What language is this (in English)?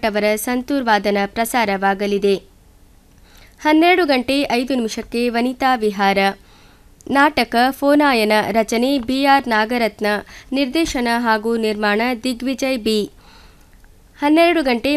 Kannada